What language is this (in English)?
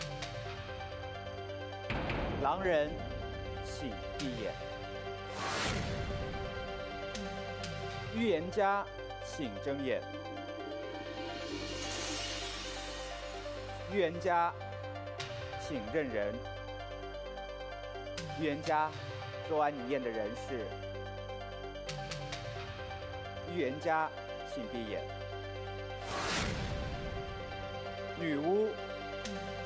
Chinese